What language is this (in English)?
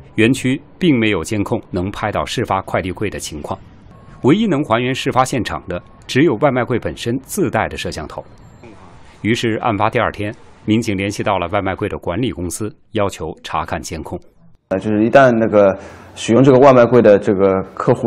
Chinese